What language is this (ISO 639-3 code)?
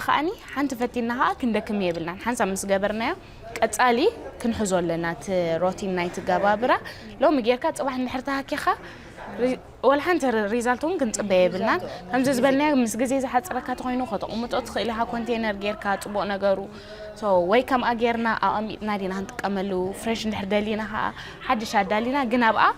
tir